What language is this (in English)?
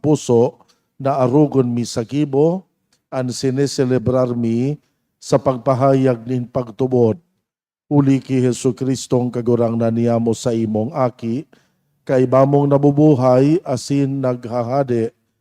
Bikol